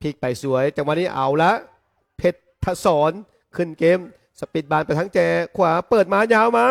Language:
Lao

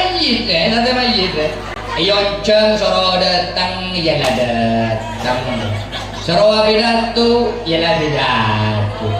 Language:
Madurese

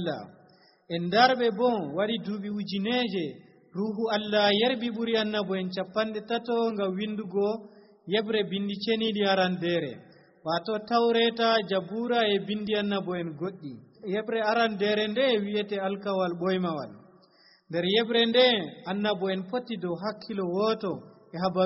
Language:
Nigerian Fulfulde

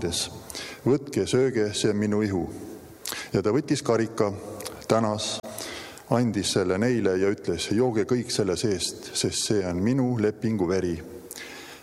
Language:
Estonian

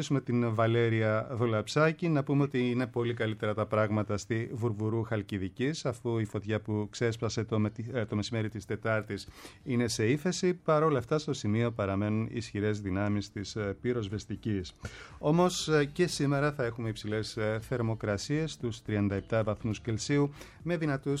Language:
Greek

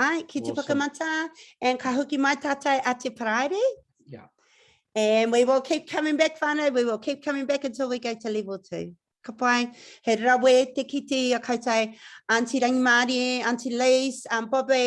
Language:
Māori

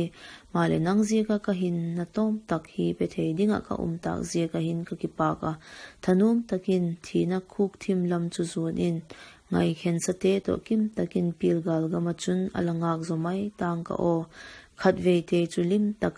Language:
Vaiphei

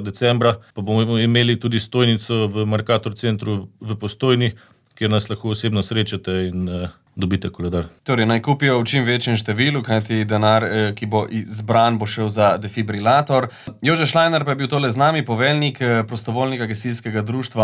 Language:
Slovenian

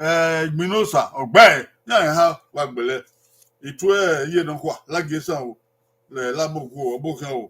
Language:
Bini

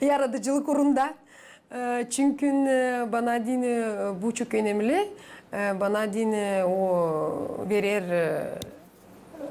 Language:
Gagauz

